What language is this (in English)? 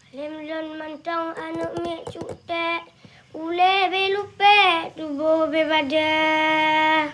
Achinese